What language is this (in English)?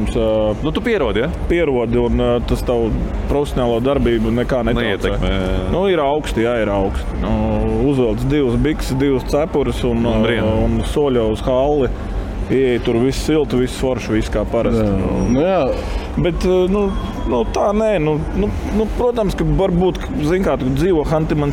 Latvian